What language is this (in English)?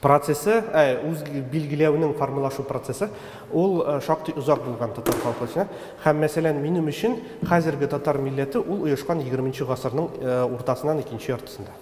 Tatar